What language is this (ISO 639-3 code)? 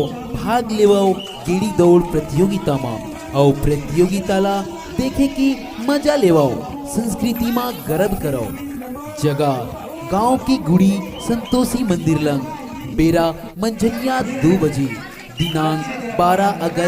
hne